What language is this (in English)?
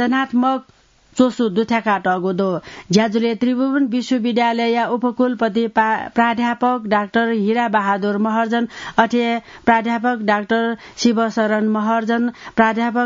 Newari